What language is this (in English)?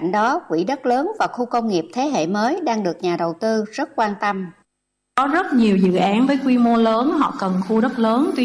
Vietnamese